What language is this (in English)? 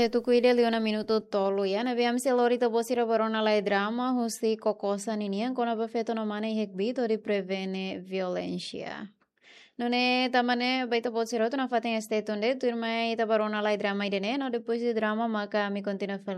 Tetum